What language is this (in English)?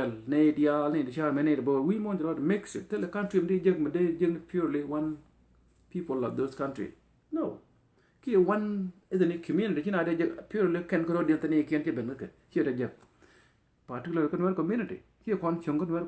Nuer